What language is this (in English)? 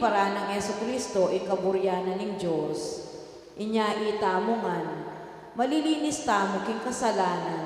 Pampanga